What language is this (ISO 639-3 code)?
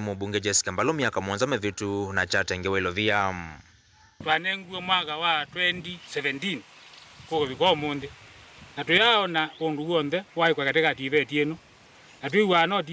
kam